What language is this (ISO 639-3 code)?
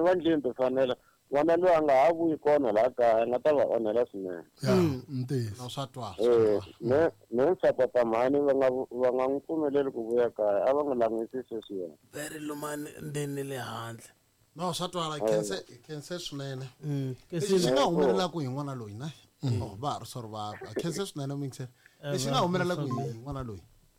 tso